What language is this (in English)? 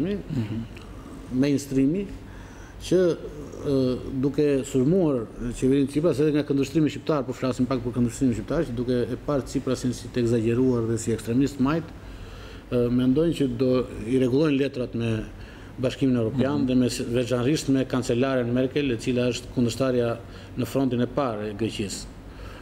Albanian